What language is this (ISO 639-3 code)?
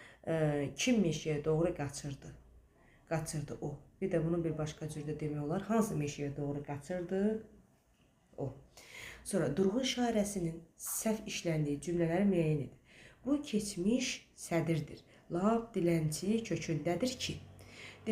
aze